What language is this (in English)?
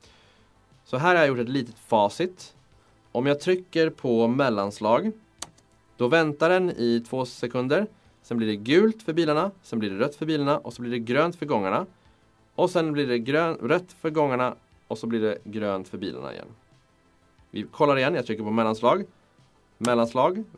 Swedish